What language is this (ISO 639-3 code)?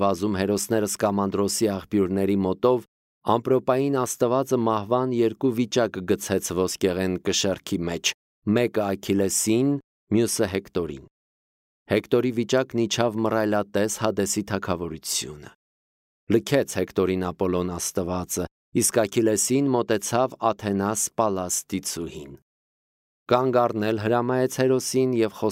hye